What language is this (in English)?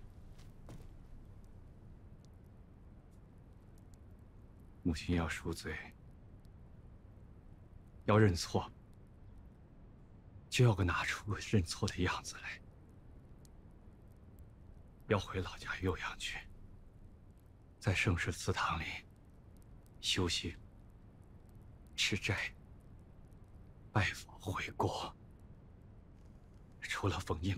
Chinese